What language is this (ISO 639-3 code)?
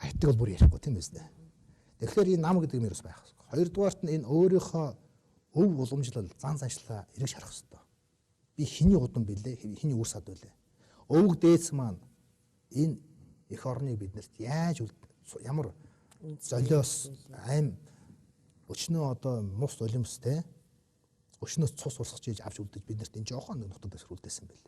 mon